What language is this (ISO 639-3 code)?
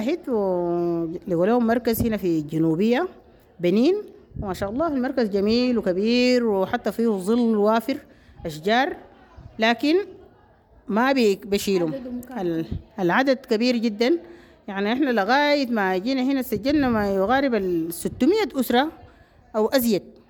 apd